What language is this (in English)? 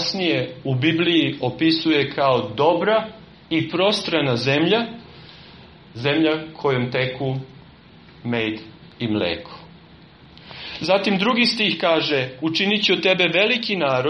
Serbian